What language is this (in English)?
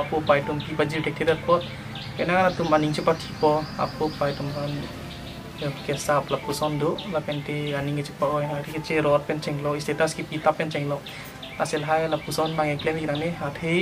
Karbi